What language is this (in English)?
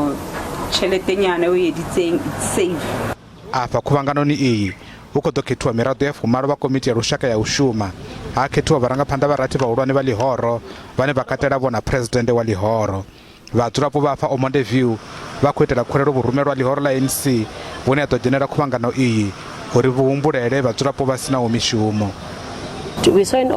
Venda